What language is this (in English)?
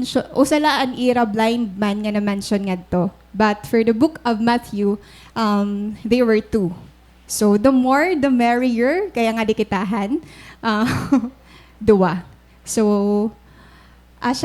Waray